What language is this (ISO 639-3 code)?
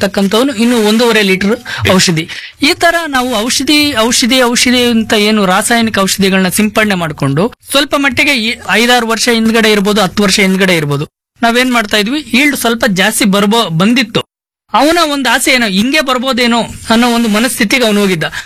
kan